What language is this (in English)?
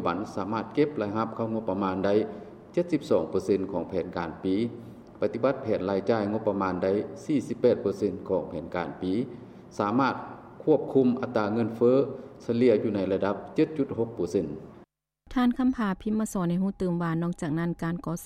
Lao